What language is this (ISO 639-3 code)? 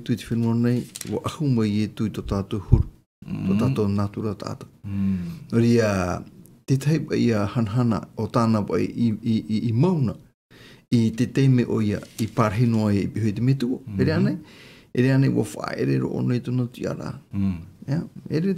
tah